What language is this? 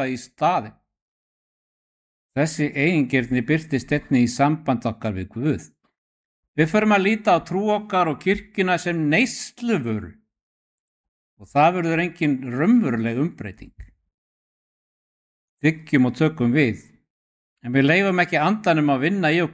Icelandic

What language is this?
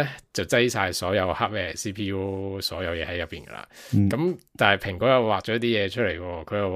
Cantonese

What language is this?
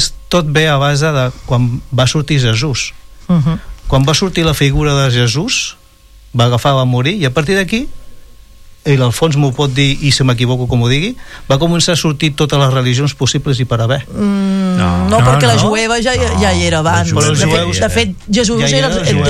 Catalan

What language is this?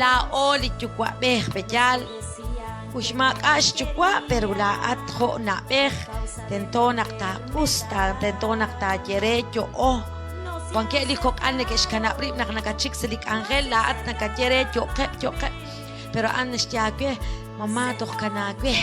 Kekchí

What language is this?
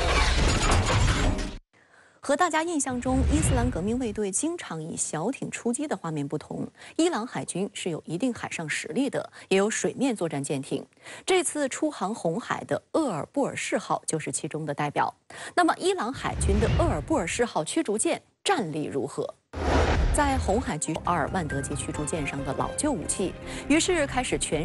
Chinese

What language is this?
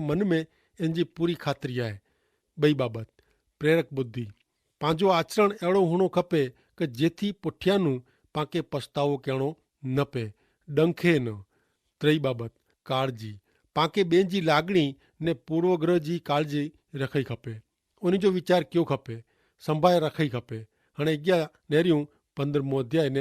Kachhi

